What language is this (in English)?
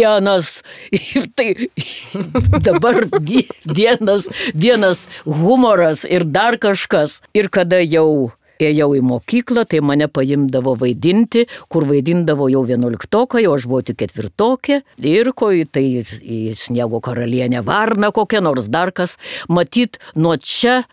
Lithuanian